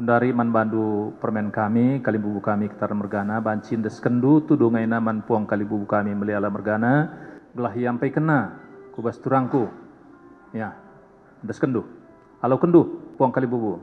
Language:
Batak Karo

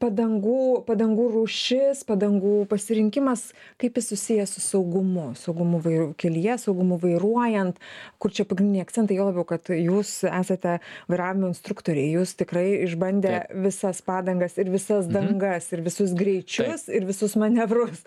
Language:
Lithuanian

